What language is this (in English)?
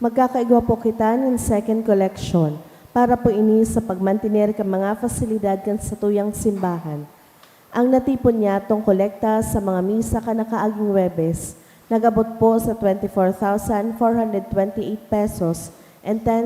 Bikol